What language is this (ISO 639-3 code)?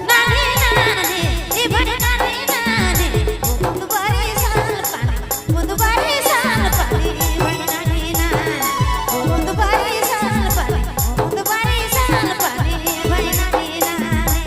sck